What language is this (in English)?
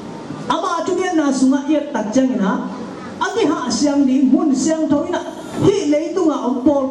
Tedim Chin